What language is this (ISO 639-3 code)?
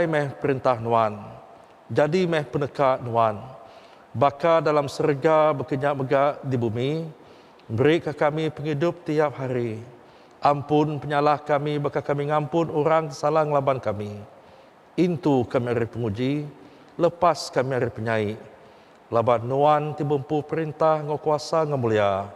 iba